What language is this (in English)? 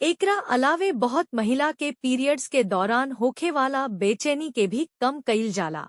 Bhojpuri